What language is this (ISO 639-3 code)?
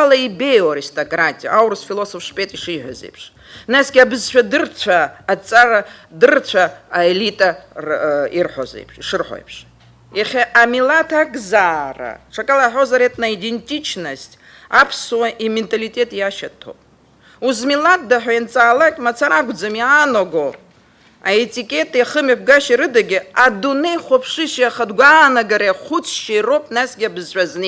abk